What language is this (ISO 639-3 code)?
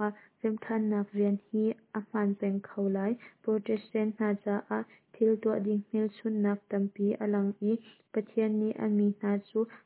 cnh